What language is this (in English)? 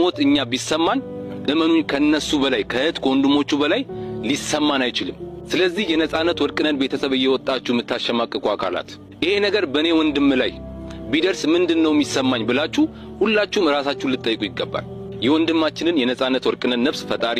Amharic